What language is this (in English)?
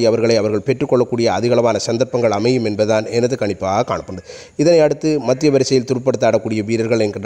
Tamil